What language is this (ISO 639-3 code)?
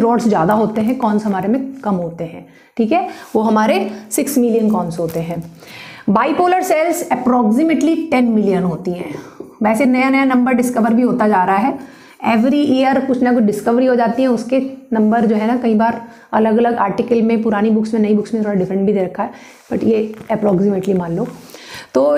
hin